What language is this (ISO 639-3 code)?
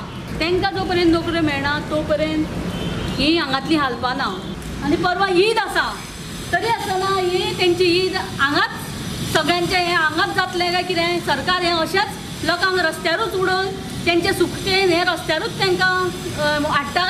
kok